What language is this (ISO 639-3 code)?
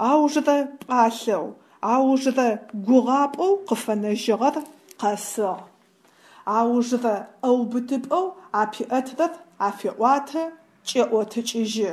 ady